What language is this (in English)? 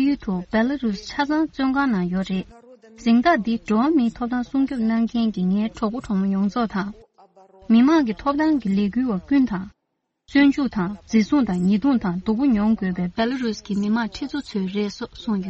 Tibetan